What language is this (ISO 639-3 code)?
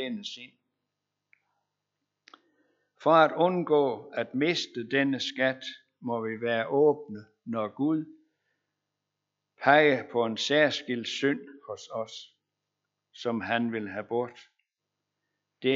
dan